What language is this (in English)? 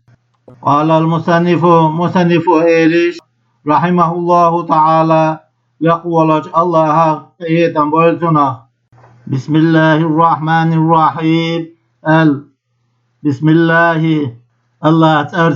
Chechen